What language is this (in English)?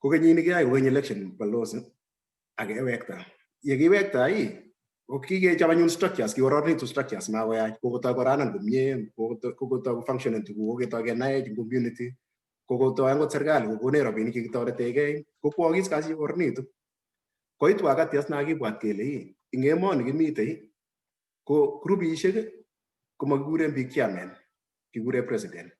Kalenjin